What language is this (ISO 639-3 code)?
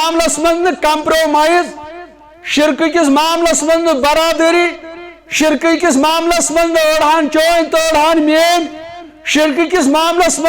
kas